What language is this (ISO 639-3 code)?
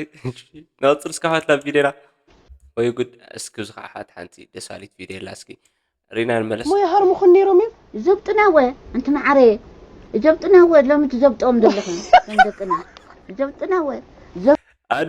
tir